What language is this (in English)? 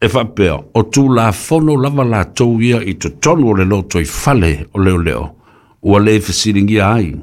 Samoan